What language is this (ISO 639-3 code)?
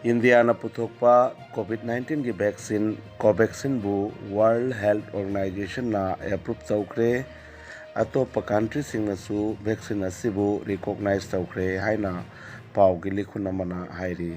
mni